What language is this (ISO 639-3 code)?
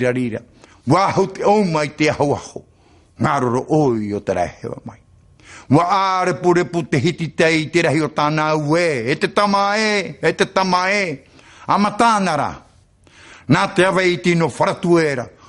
tah